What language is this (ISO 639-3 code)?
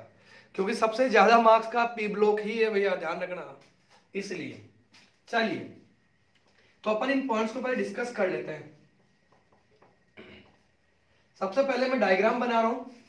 hin